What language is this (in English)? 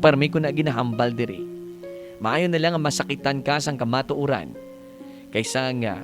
Hiligaynon